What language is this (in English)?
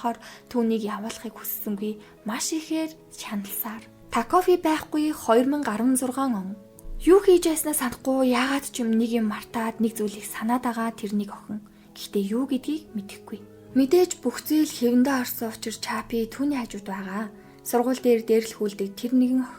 Mongolian